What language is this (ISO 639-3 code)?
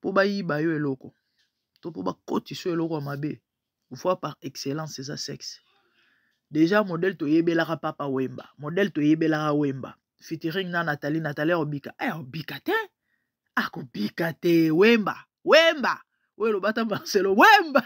lin